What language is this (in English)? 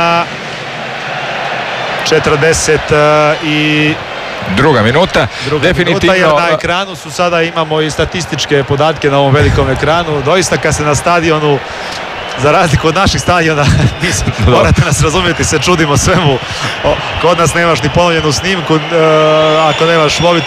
Croatian